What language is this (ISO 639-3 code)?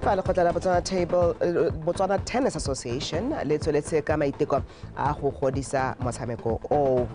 tsn